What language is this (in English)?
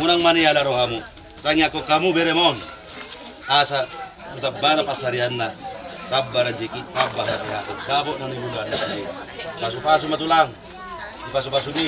Batak Karo